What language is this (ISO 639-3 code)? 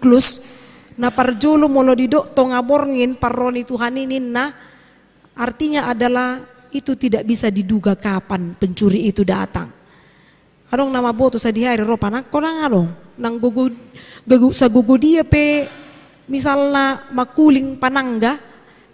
bbc